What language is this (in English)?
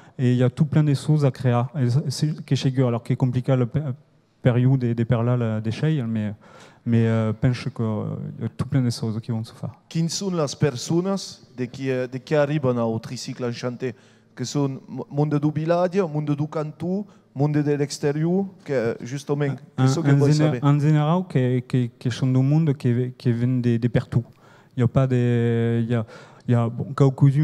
Occitan